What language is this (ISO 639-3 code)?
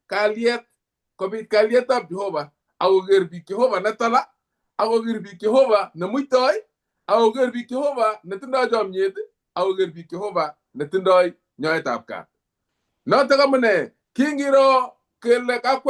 kln